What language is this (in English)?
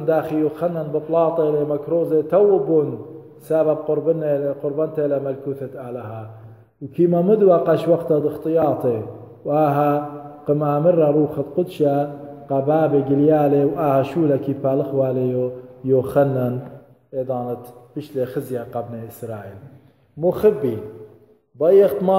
Assyrian Neo-Aramaic